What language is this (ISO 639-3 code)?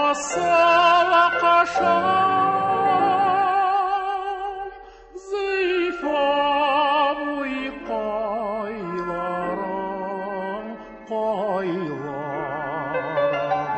tat